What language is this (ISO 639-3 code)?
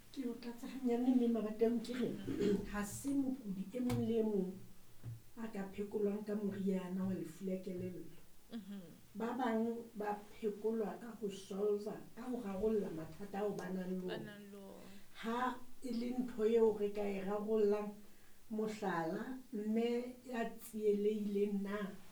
sot